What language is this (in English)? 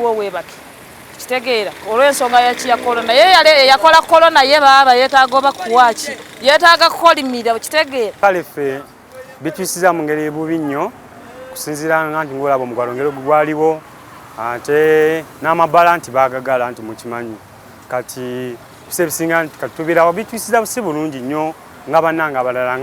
Ganda